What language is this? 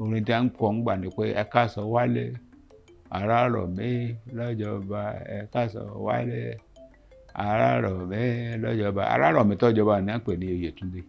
Yoruba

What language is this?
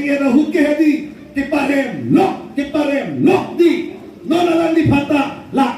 Karbi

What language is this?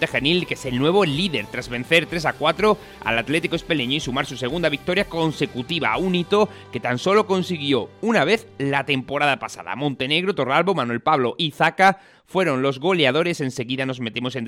Spanish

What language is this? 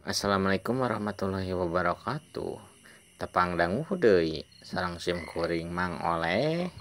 Sundanese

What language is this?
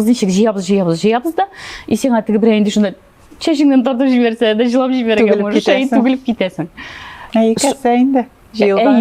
Tatar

